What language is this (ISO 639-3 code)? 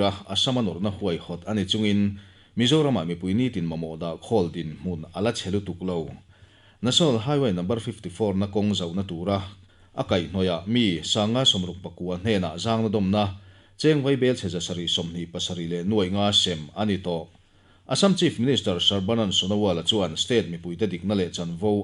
lus